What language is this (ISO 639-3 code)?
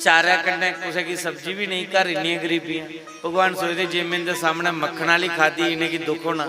doi